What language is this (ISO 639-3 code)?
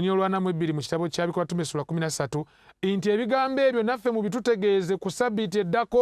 lug